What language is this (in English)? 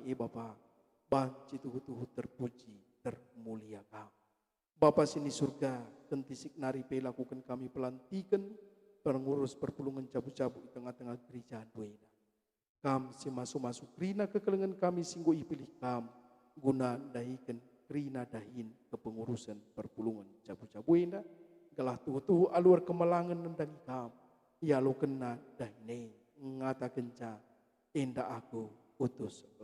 Batak Karo